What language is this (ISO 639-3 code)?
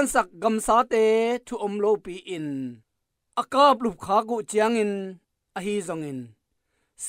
ctd